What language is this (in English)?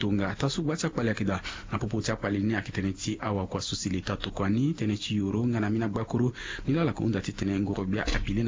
Sango